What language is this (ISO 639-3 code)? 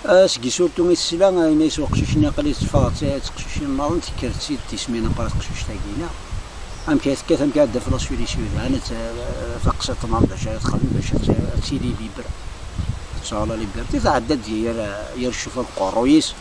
kab